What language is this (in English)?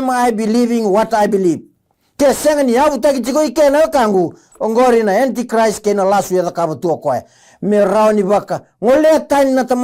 Fijian